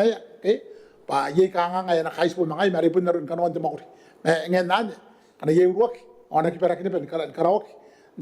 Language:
Gilbertese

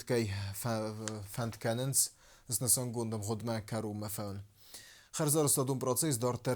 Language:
Ossetic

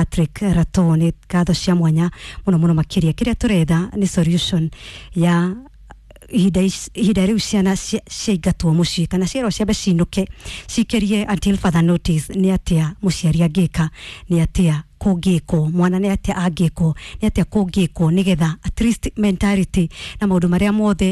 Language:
Kikuyu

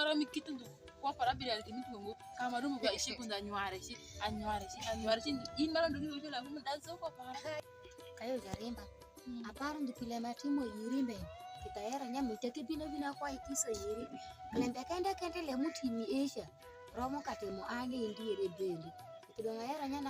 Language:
Alur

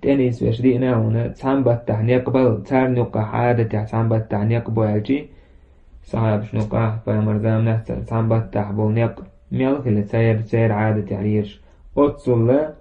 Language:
Chechen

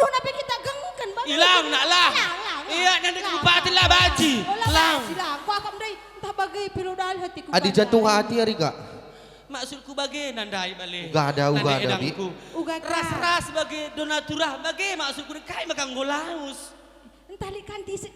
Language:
Batak Karo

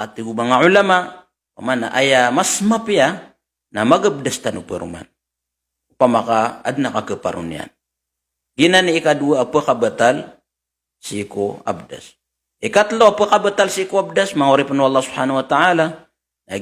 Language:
Maranao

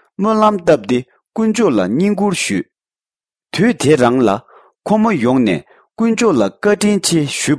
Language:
Tibetan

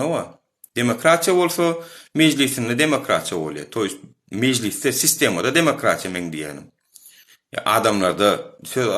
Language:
Turkmen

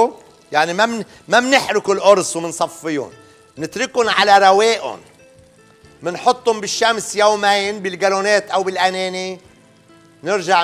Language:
North Levantine Arabic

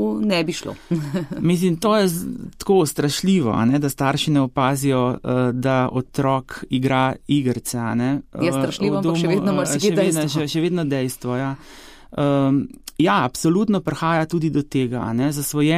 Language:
Slovenian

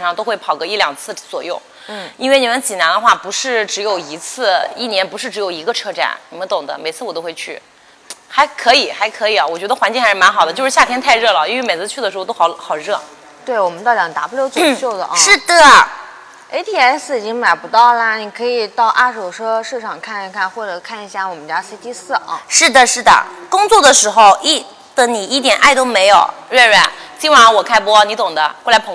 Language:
Chinese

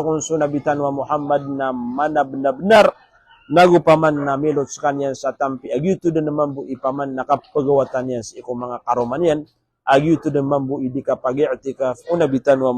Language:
Maranao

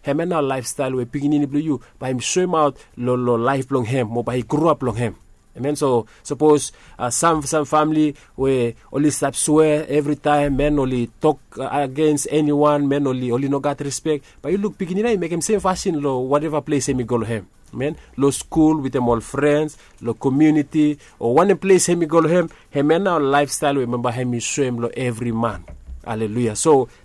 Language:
Bislama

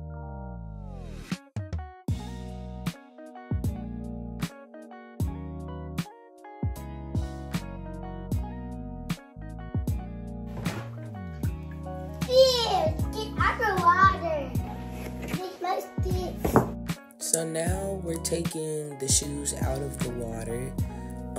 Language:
English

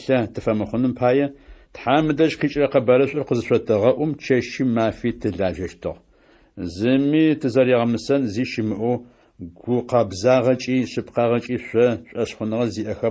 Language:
Adyghe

